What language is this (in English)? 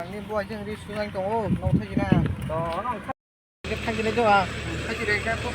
Kok Borok